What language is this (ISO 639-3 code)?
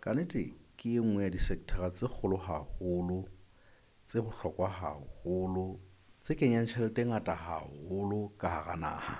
sot